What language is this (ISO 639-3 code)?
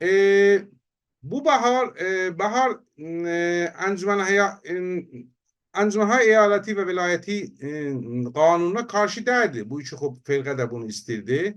azb